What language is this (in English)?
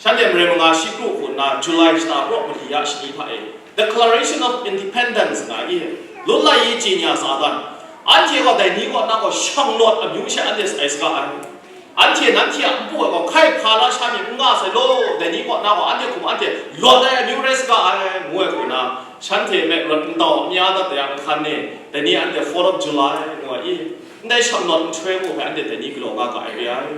Kachin